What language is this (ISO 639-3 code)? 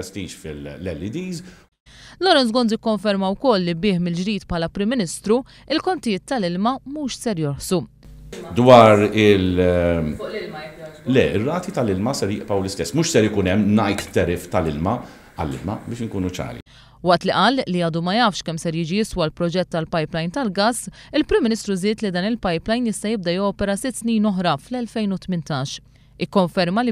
mlt